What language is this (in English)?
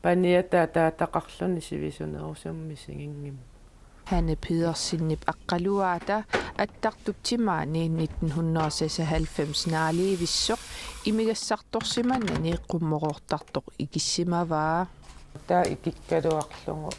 Kalaallisut